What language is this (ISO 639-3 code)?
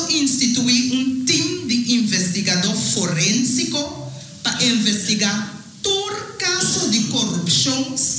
pap